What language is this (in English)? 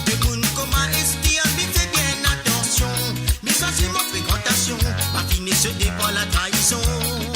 Morisyen